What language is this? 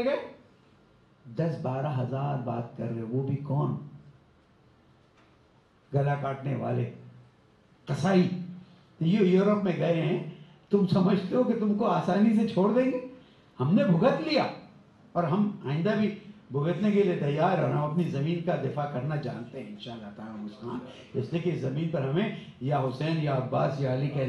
Urdu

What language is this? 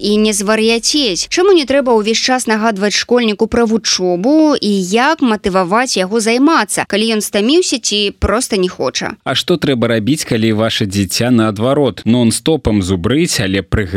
Belarusian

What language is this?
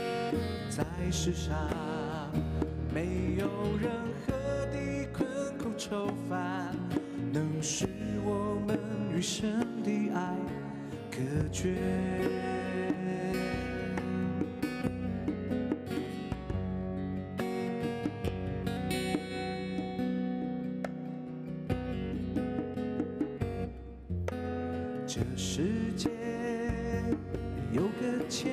Chinese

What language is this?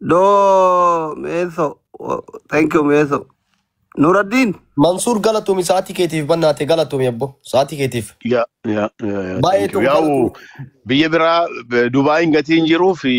Oromo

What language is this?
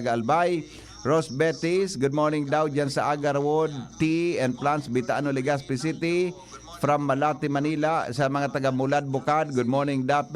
Bikol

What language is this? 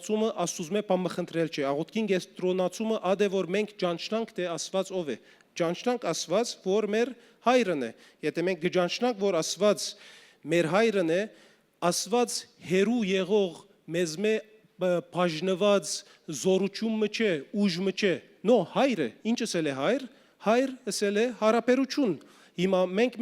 Western Armenian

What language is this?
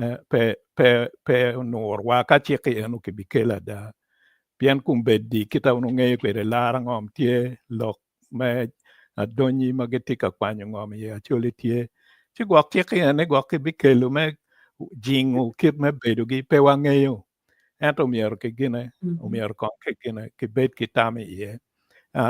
Acoli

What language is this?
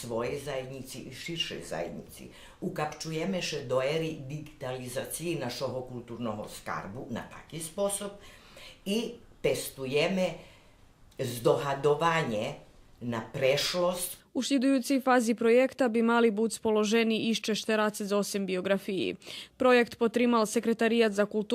Rusyn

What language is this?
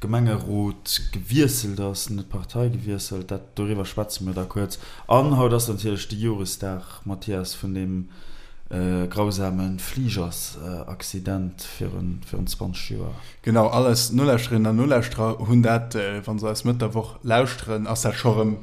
Luxembourgish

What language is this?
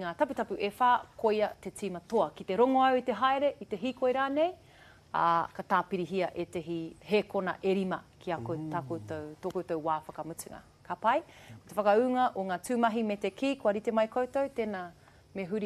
Māori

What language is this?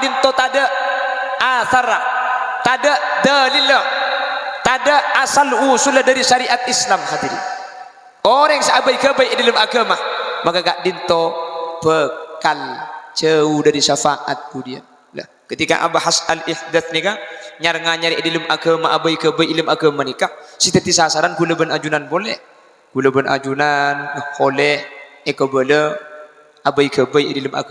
Madurese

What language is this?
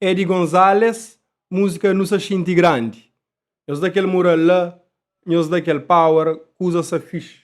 Kabuverdianu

